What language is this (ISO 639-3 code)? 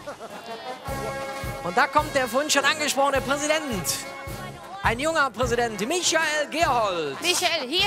deu